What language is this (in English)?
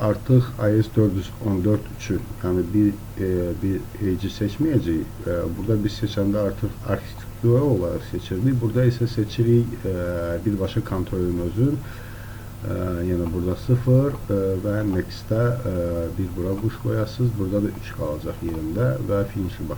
Azerbaijani